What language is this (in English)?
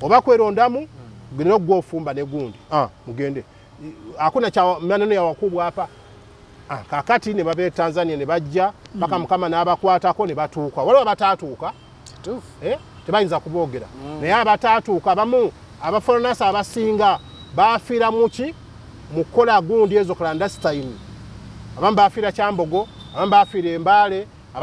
Ganda